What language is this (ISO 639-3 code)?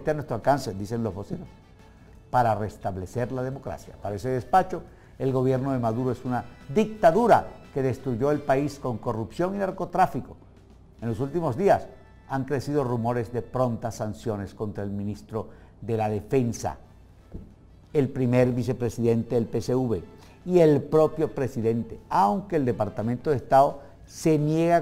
spa